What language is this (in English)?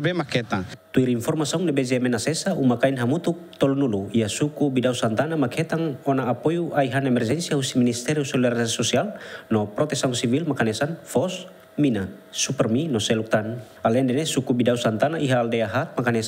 Tetum